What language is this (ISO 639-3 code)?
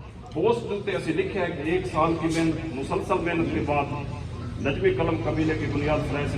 skr